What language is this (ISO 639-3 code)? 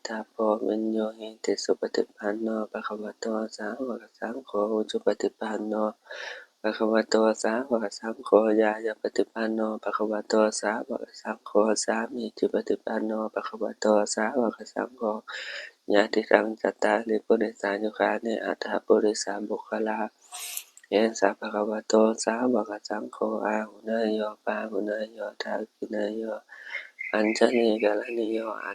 pli